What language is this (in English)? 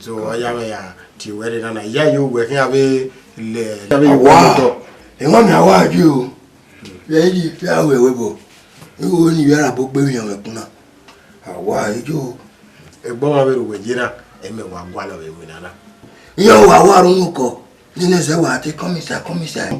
Bini